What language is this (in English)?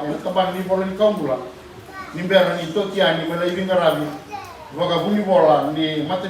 Fijian